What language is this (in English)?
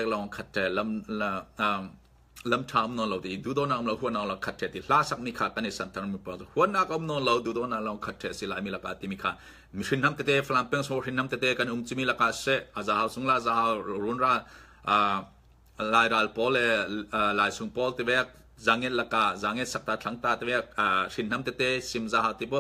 Falam Chin